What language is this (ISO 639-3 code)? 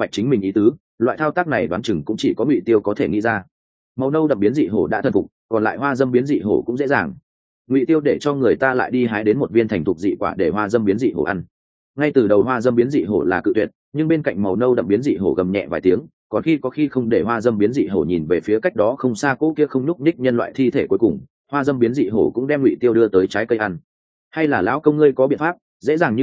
vie